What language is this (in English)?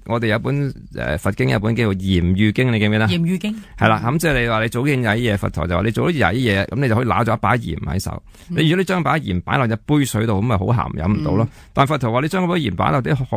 Cantonese